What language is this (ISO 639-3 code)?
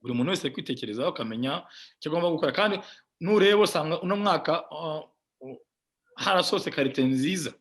kin